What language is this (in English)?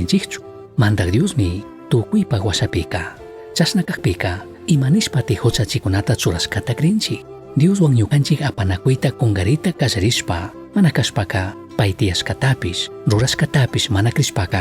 Chimborazo Highland Quichua